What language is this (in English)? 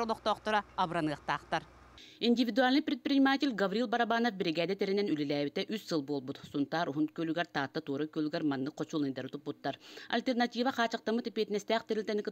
Yakut